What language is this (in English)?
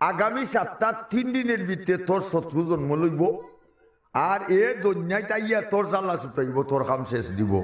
Sylheti